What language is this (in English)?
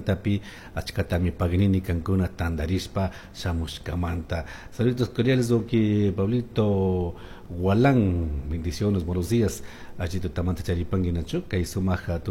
Chimborazo Highland Quichua